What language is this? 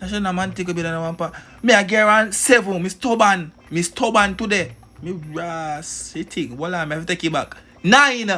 Jamaican Creole English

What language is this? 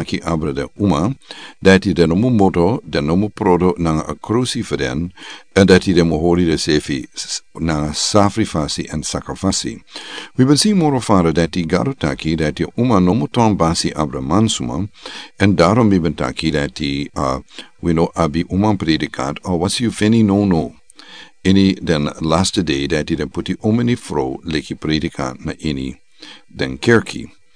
Sranan Tongo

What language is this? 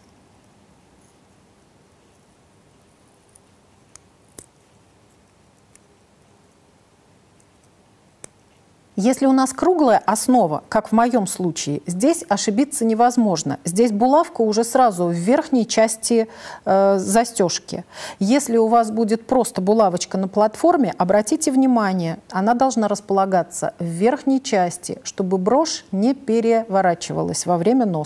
Russian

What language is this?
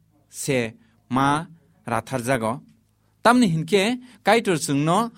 Kok Borok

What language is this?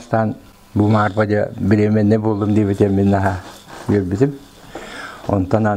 Yakut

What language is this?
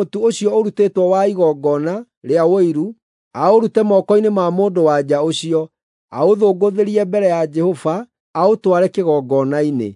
Kikuyu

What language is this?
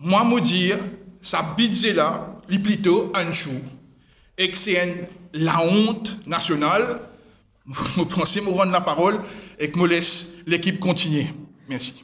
Morisyen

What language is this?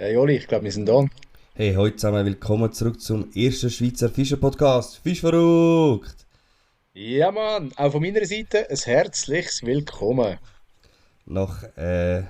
Swiss German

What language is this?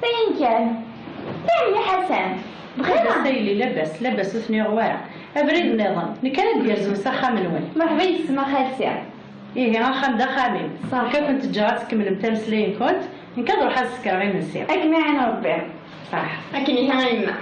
Kabyle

